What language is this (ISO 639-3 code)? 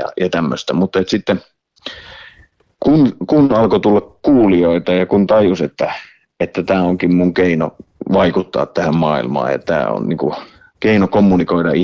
fin